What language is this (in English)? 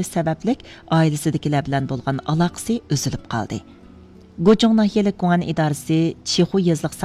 Uyghur